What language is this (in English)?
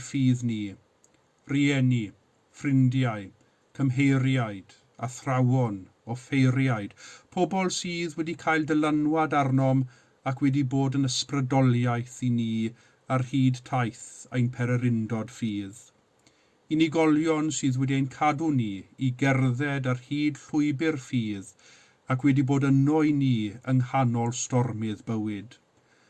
Welsh